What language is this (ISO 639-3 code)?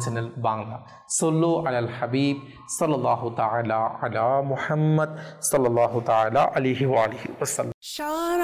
ben